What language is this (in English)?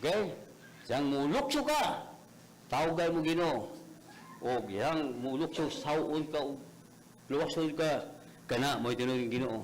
Cebuano